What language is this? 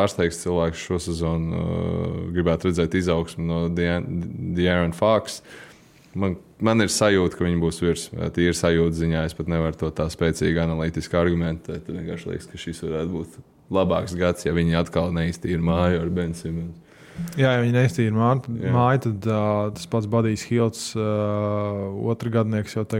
Latvian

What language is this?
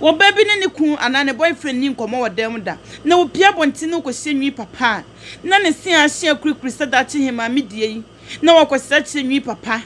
Akan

